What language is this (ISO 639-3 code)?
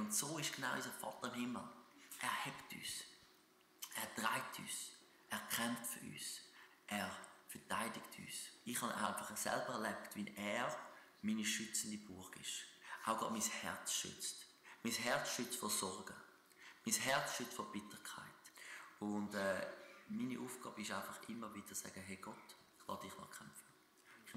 gsw